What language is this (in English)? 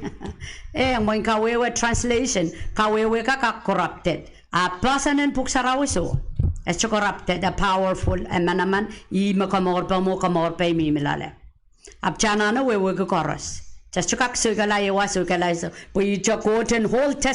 Pohnpeian